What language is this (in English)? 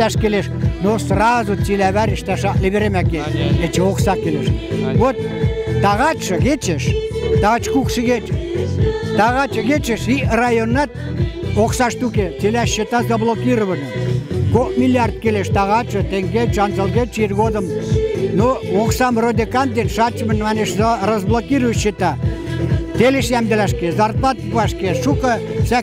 Western Mari